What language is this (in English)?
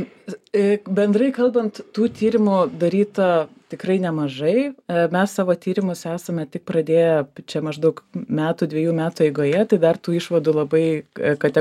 Lithuanian